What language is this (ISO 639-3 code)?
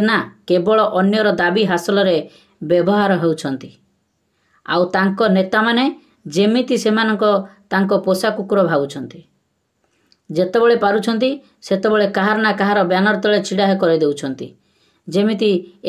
ori